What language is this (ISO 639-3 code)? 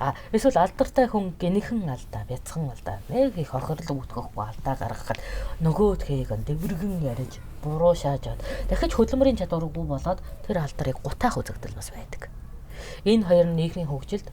mon